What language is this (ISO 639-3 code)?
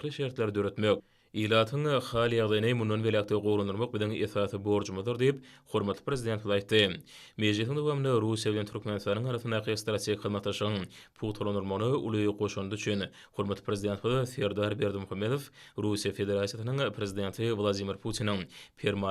tuk